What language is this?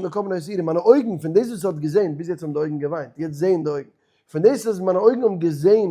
Yiddish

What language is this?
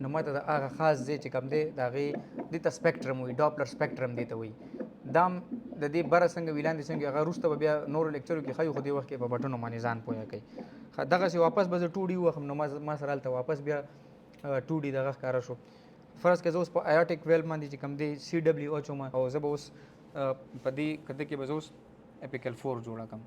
Pashto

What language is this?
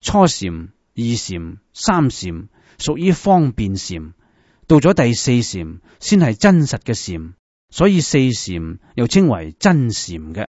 Cantonese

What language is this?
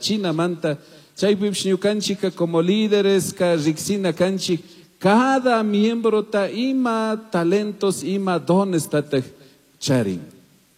Chimborazo Highland Quichua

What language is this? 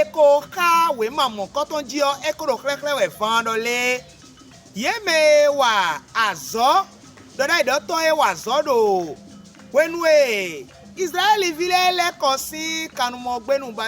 Fon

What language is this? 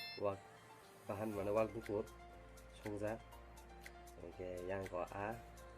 Kok Borok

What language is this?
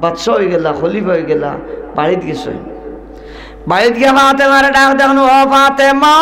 Sylheti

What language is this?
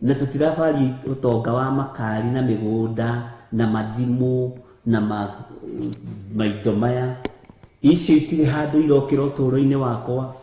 Kikuyu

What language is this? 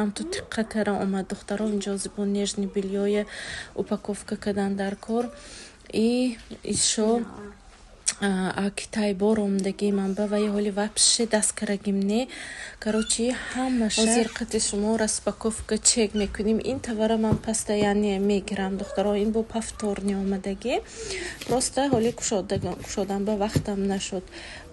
Tajik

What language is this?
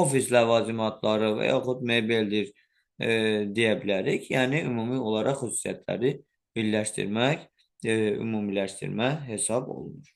Azerbaijani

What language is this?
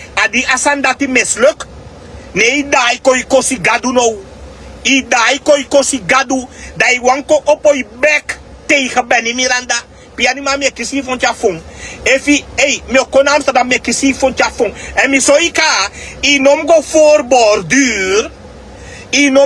Sranan Tongo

